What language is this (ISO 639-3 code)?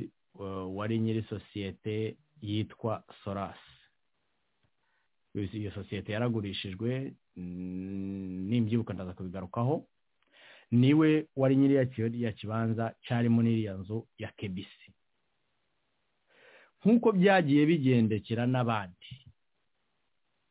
kin